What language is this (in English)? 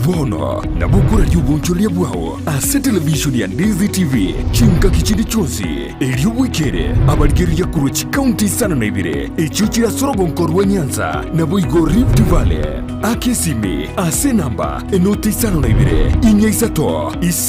Gusii